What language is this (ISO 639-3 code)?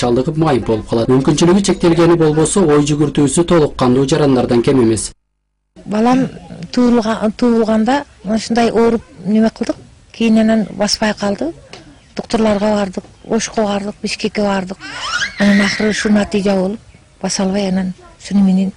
kir